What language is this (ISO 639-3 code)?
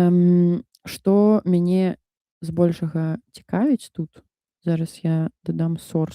bel